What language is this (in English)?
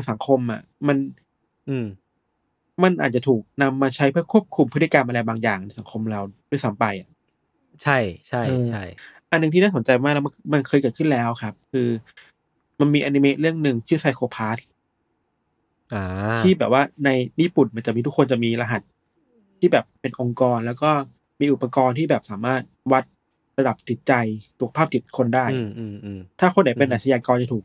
Thai